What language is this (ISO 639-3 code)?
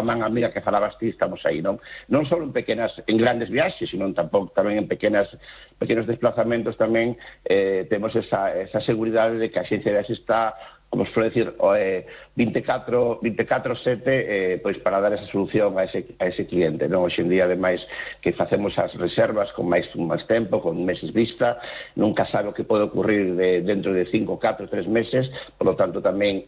glg